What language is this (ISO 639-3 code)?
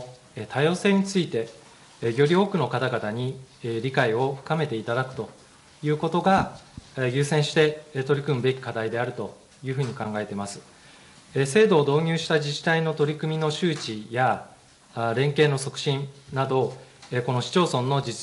jpn